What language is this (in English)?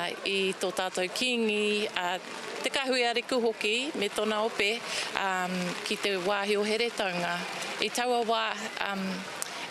Māori